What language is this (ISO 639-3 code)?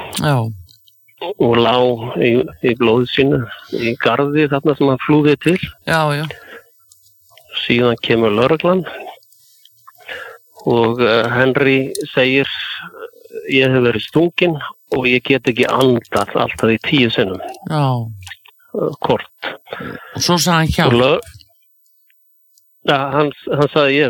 isl